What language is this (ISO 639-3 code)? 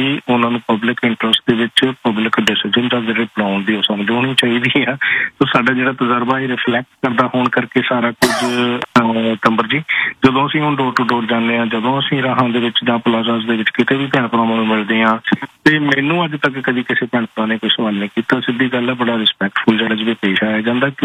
pan